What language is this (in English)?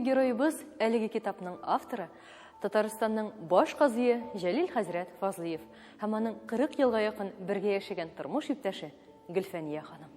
Tatar